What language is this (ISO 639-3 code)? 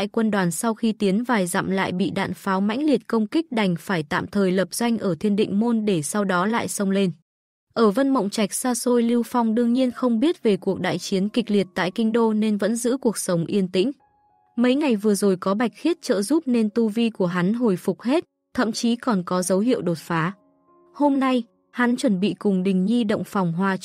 vie